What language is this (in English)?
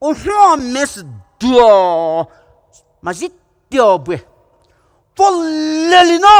Poumei Naga